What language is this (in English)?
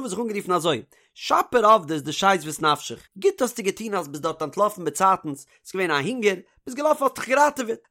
Yiddish